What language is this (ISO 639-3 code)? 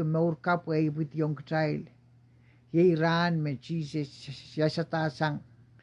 pon